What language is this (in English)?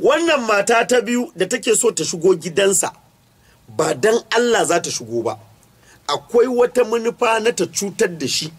Hausa